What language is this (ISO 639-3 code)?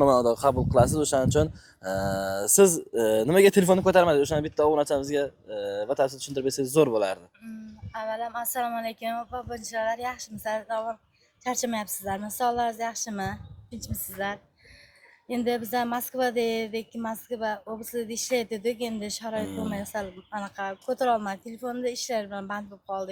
uzb